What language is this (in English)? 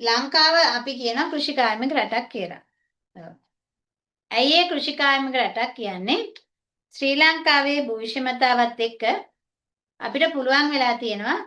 Sinhala